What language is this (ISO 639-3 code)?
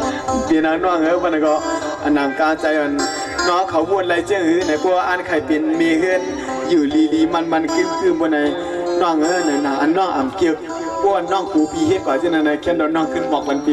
shn